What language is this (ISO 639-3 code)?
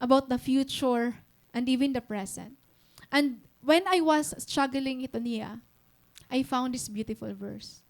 war